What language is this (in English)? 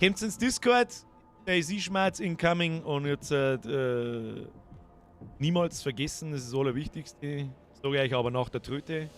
Bavarian